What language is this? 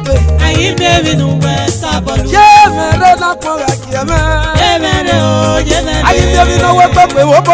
Esan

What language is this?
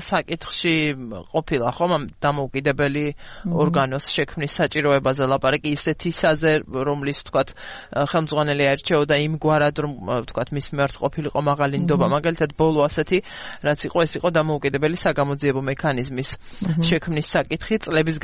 Georgian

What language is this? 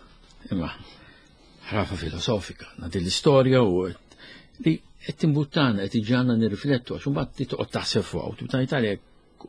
Maltese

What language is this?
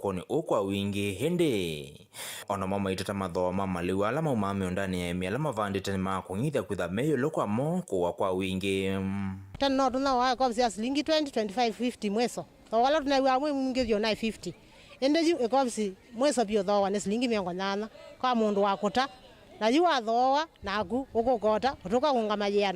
Kamba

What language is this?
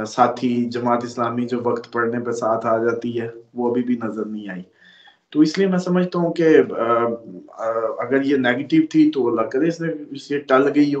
Urdu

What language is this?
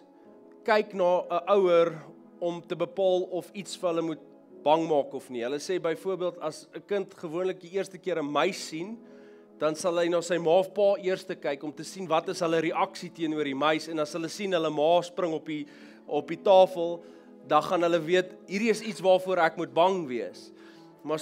Afrikaans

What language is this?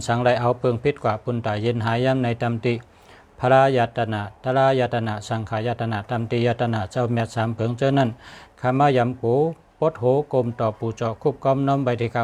Shan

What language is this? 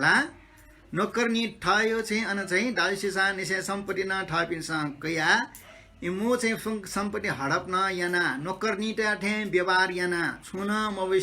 Newari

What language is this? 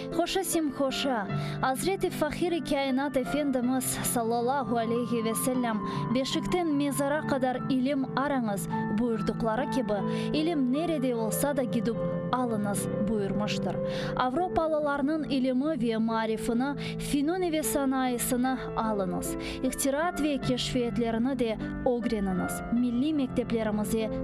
Crimean Tatar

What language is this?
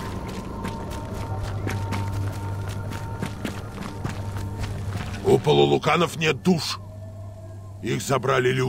Russian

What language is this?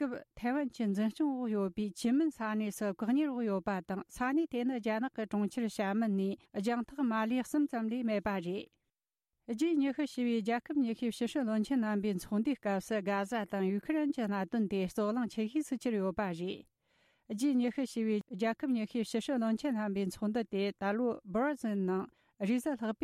Tibetan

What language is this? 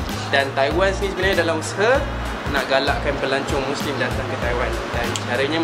Malay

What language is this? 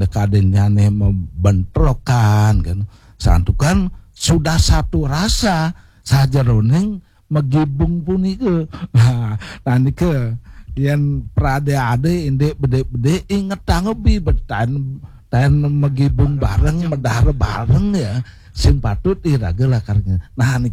Balinese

